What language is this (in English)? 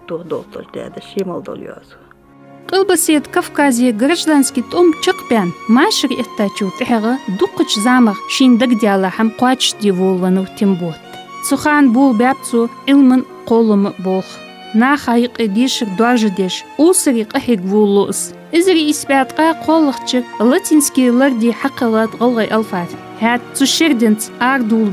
Ingush